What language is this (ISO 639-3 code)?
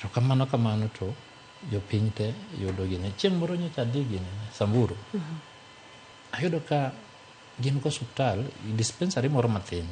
luo